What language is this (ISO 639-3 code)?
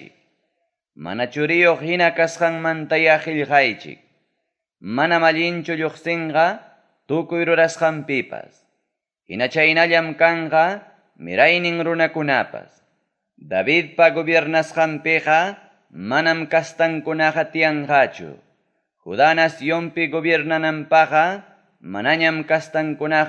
quy